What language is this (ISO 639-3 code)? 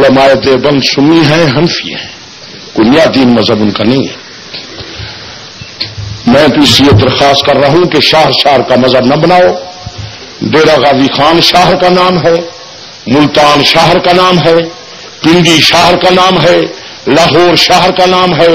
urd